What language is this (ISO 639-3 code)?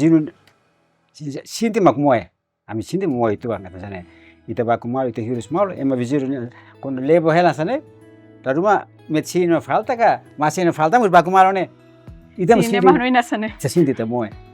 tet